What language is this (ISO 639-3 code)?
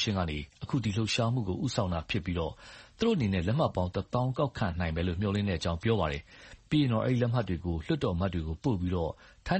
mya